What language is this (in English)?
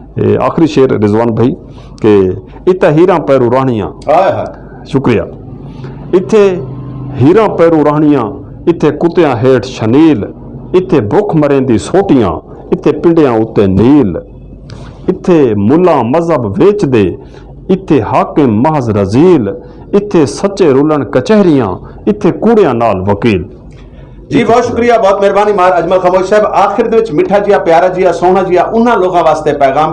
Western Panjabi